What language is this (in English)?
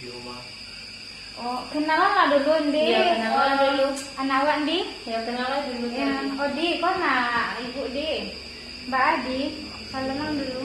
Minangkabau